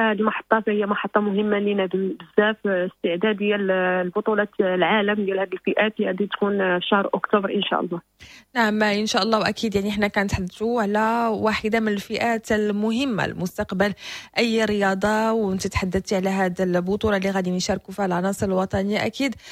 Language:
Moroccan Arabic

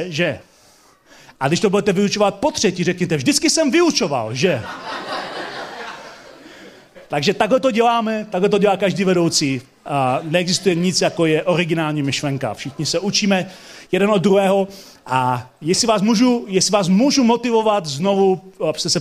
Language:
Czech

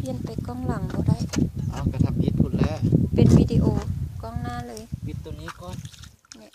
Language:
Lao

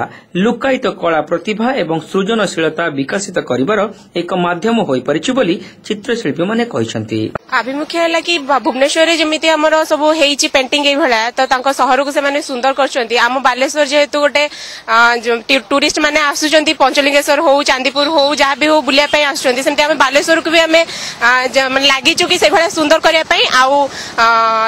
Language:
Odia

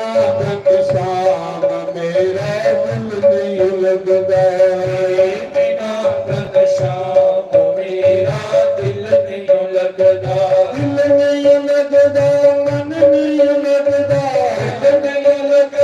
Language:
Dogri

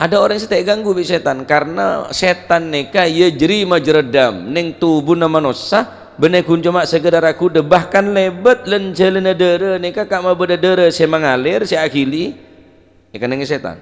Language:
Madurese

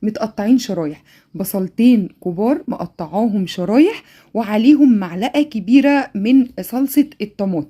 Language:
Egyptian Arabic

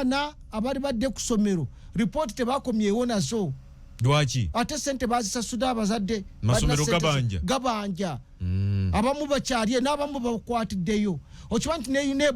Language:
Ganda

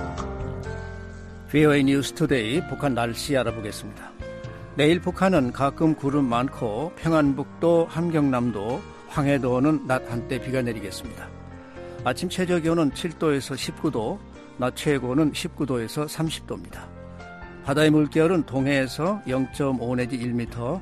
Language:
Korean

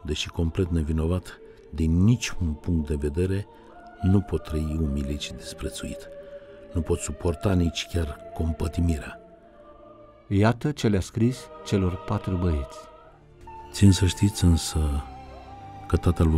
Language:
Romanian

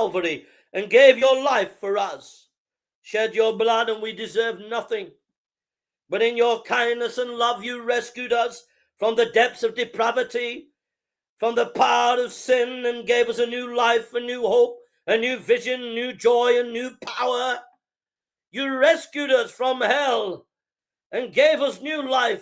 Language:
English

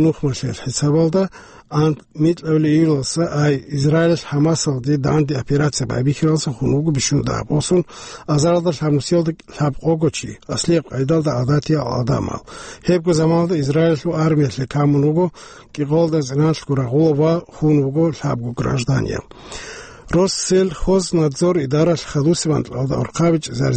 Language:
Avaric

